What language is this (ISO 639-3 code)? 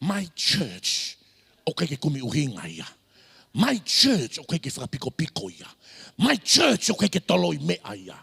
ton